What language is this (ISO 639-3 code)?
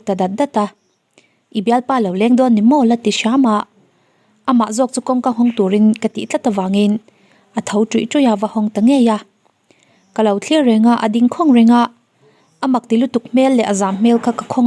lus